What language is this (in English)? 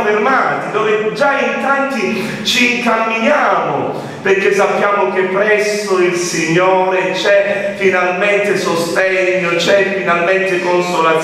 Italian